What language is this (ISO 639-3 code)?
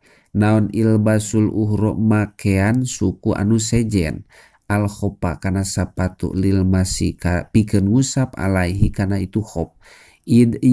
sun